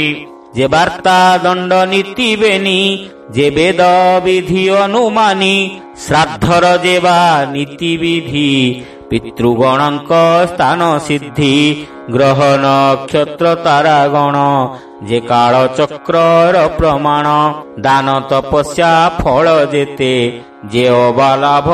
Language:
Odia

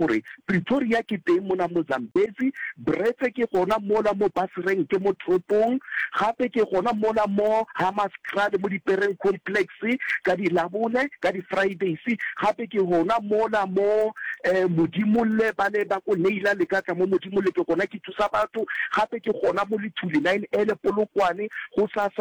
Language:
Northern Sotho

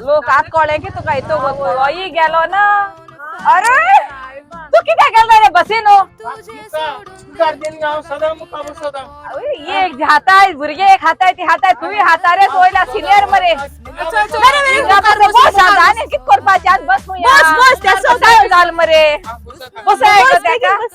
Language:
Konkani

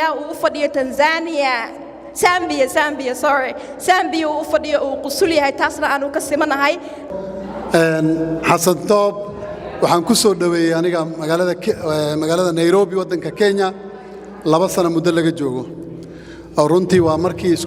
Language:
Somali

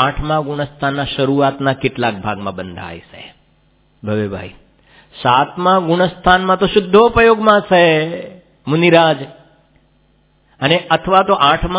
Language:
Gujarati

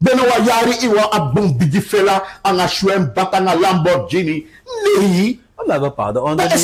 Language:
Sranan Tongo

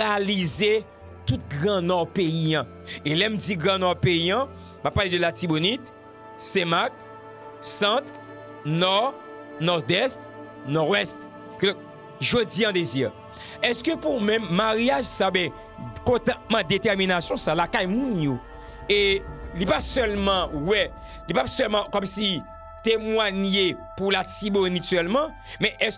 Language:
Haitian Creole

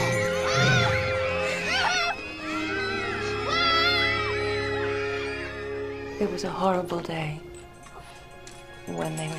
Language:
English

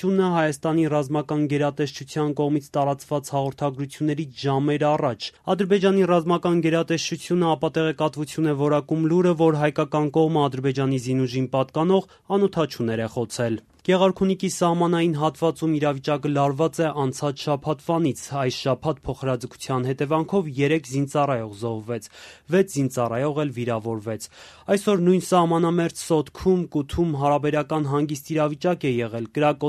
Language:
Armenian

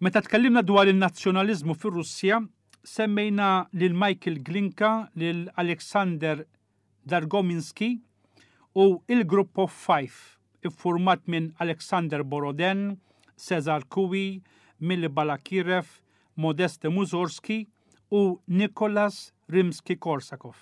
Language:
Maltese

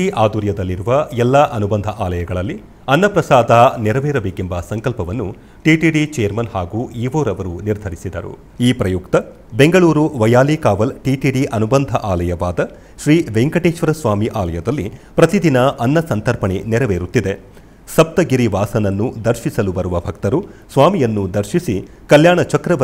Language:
Kannada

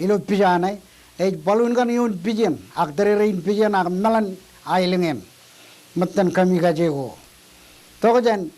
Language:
Marshallese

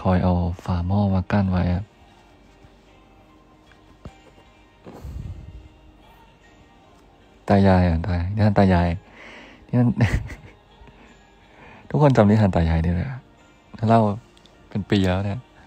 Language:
Thai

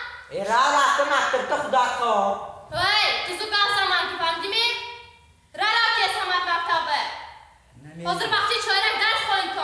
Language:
Tajik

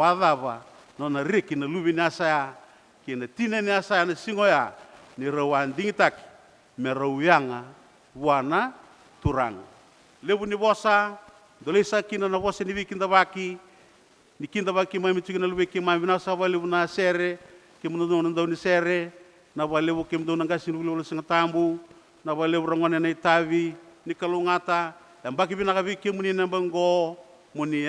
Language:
Fijian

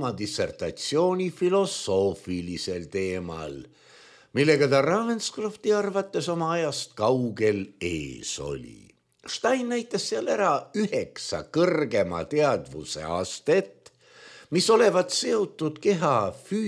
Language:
Estonian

